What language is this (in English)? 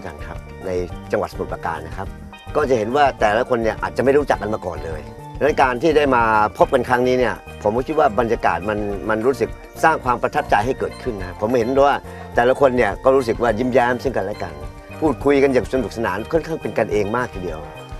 Thai